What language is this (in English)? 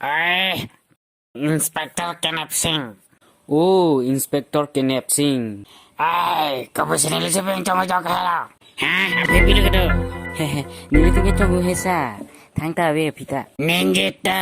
Karbi